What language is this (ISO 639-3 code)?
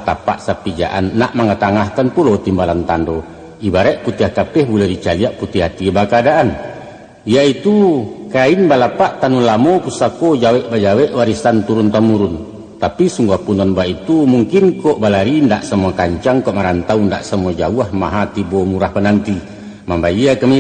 min